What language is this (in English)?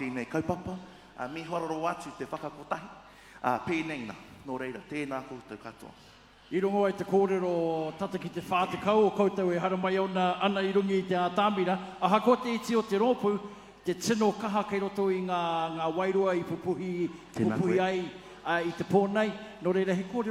Māori